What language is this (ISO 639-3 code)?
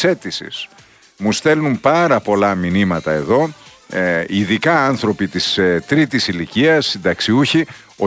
ell